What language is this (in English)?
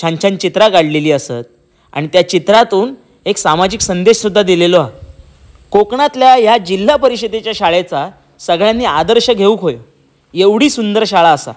Konkani